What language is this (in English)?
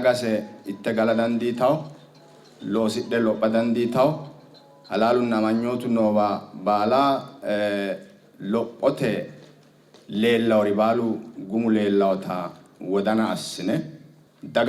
Sidamo